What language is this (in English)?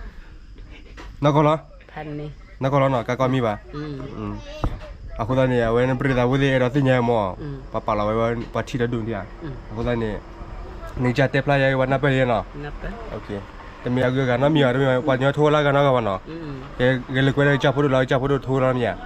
S'gaw Karen